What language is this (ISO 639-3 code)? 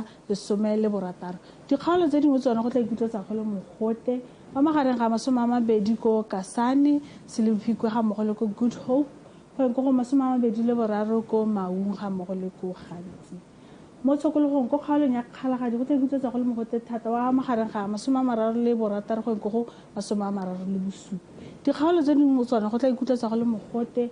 tsn